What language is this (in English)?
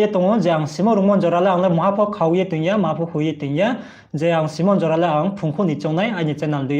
Riang (India)